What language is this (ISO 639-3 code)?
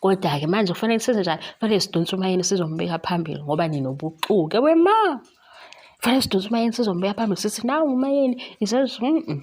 zul